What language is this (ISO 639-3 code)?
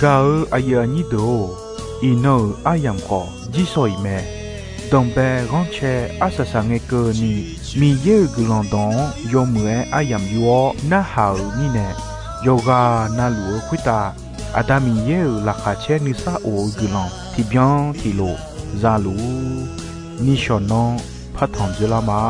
ahk